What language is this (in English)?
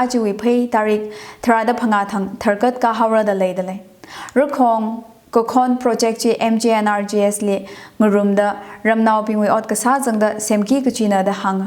Tangkhul Naga (India)